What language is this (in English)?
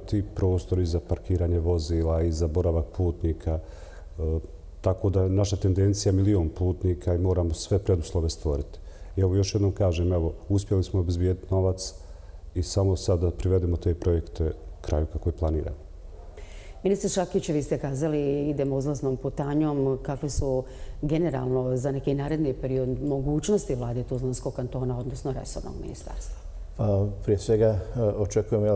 Bosnian